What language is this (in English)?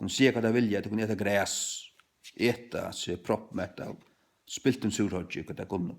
Faroese